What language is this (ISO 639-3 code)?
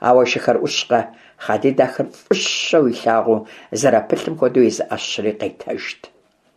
kbd